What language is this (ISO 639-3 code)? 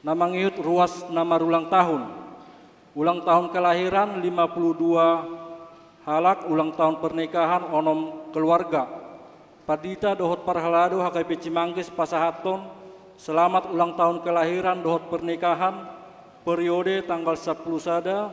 bbc